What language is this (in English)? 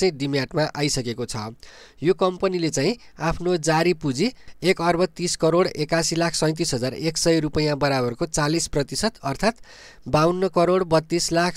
Nepali